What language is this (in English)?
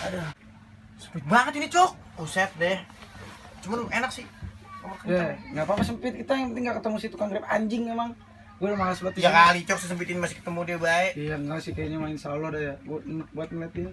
Betawi